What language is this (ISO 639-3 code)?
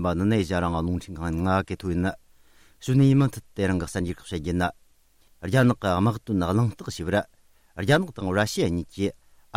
bod